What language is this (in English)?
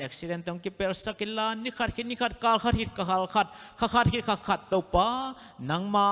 Tedim Chin